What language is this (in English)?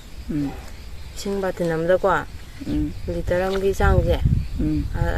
Manipuri